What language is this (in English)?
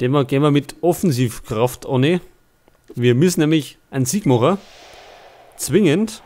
Bavarian